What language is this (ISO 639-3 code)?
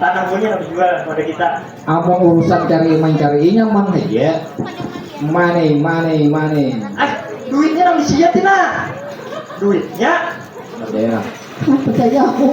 bjn